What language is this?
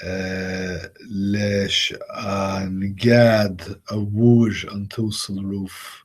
Irish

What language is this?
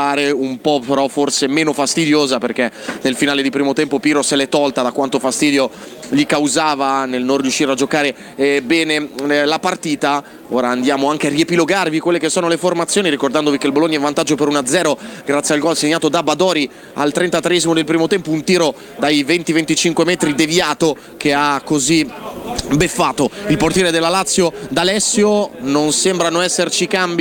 Italian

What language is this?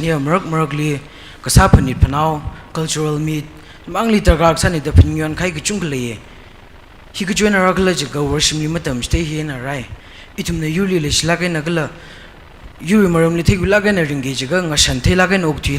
Tangkhul Naga (India)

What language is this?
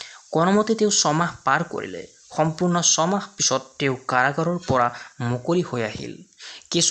Assamese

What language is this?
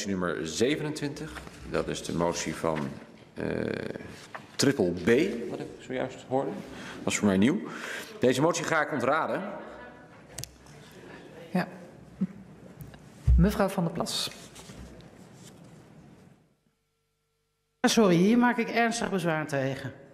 Dutch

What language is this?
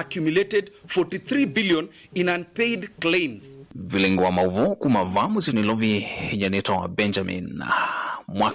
Kamba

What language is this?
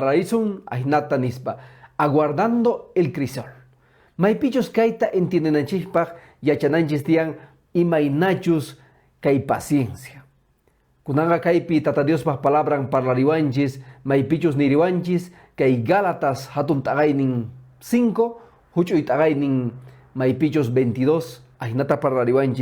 Quechua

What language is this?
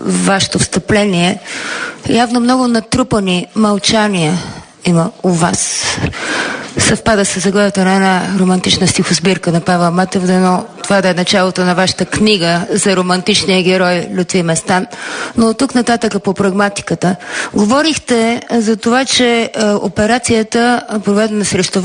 Bulgarian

